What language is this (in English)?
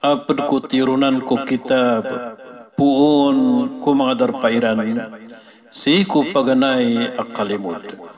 Maranao